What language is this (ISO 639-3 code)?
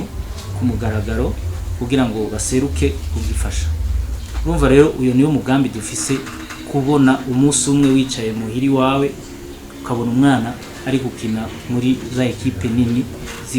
run